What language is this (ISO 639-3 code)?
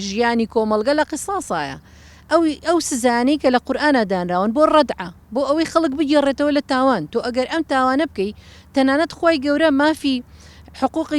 ckb